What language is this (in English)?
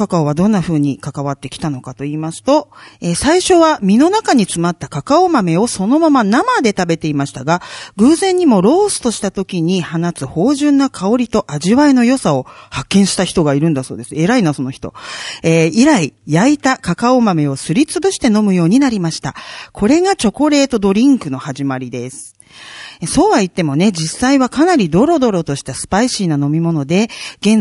Japanese